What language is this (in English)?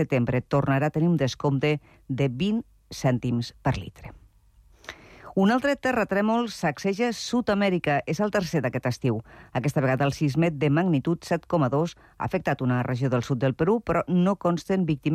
Catalan